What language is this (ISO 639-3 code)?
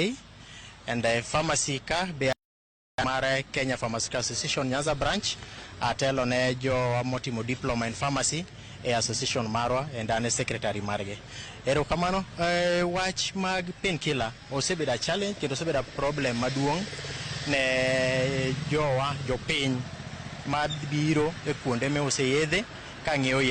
luo